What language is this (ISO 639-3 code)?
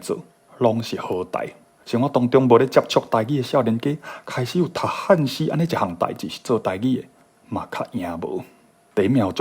nan